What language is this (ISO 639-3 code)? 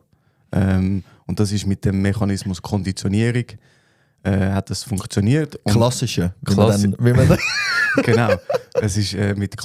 gsw